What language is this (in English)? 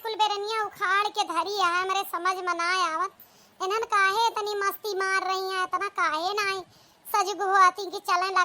Awadhi